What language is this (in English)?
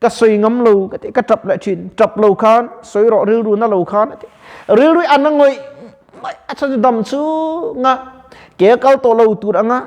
Mizo